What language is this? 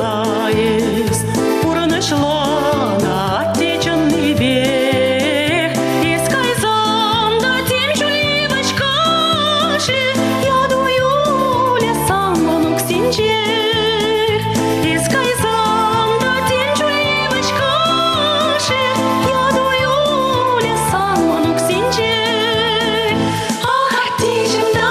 Chuvash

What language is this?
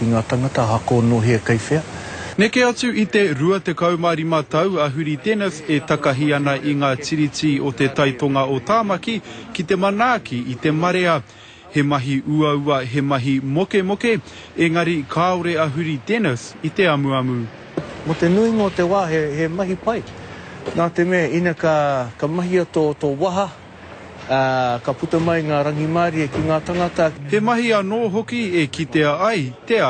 Māori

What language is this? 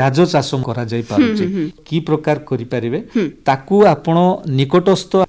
Odia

